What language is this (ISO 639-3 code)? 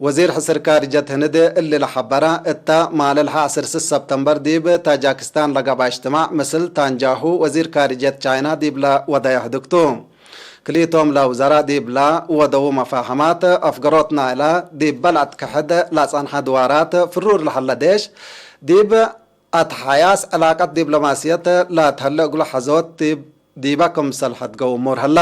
tig